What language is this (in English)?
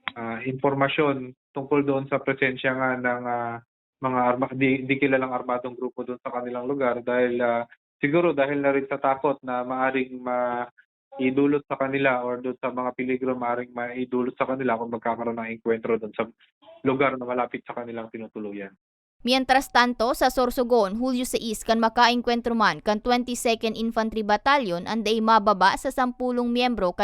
Bikol